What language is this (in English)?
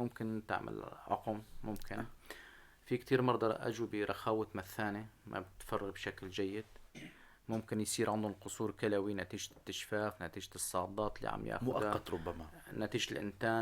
North Levantine Arabic